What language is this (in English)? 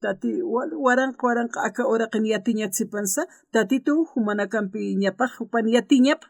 Aymara